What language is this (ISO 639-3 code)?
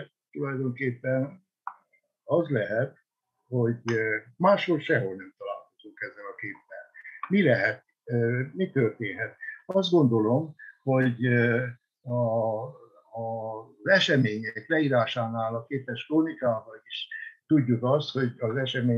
hun